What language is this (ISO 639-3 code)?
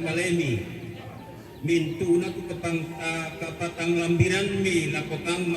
sda